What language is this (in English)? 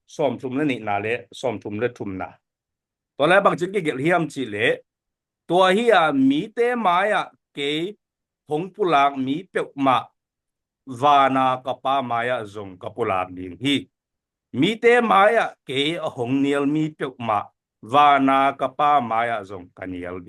Tedim Chin